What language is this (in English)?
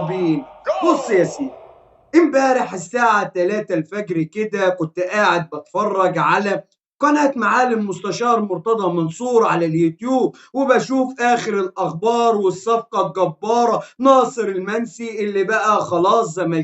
Egyptian Arabic